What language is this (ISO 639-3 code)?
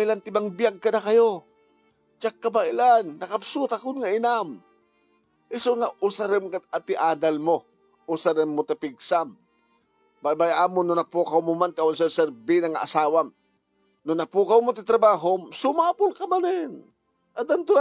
ilo